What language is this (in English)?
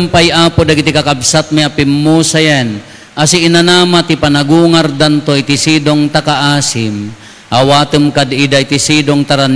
Iloko